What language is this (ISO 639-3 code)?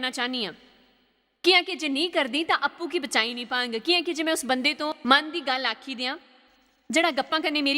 doi